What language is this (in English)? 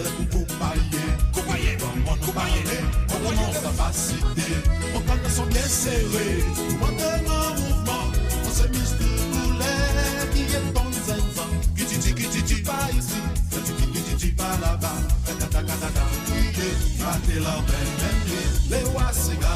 Morisyen